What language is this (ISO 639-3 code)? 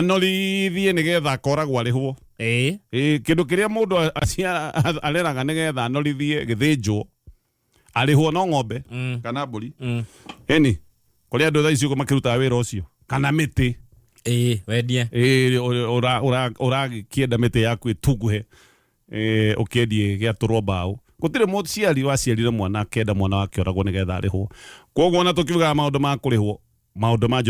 kik